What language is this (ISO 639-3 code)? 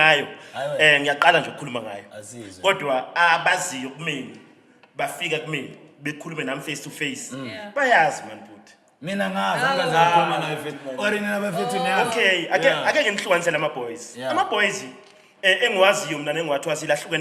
zul